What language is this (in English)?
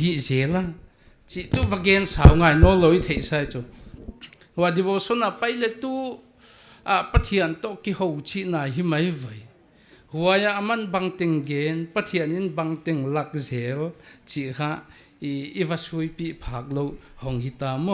Paite Chin